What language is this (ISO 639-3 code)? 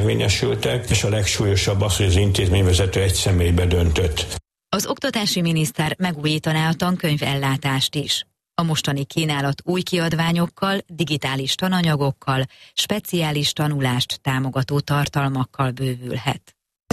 hun